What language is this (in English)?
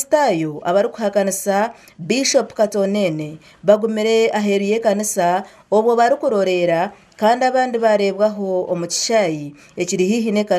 Nyankole